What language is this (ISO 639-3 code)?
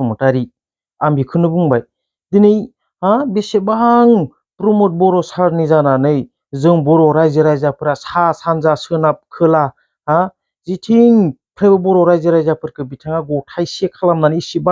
brx